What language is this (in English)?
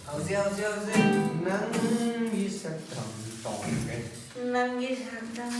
Manipuri